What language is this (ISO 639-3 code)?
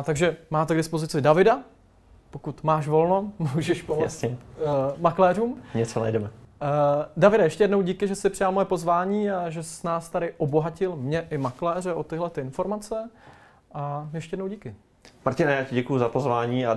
ces